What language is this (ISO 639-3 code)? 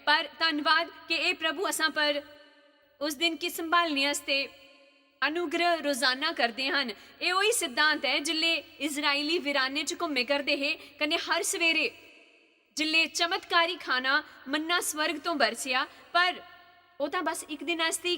doi